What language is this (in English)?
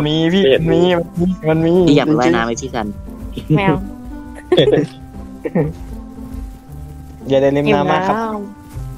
Thai